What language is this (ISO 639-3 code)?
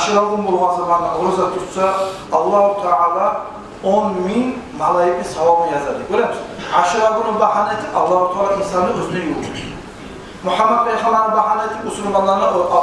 kum